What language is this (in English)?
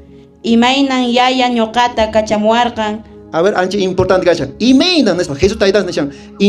Quechua